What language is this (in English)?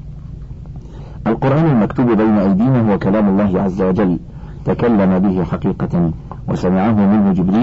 Arabic